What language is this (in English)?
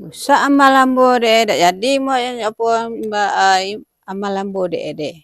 Minangkabau